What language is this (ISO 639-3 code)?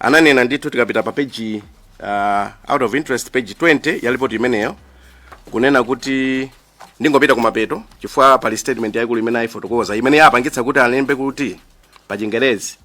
nya